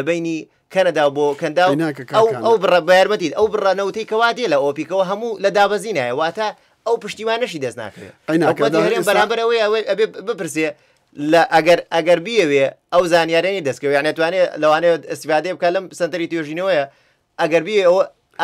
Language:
Central Kurdish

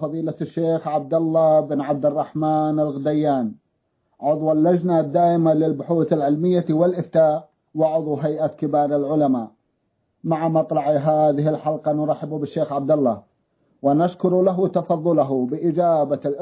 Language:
Arabic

